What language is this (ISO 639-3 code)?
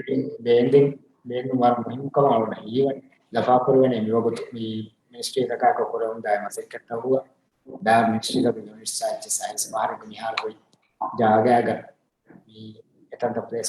div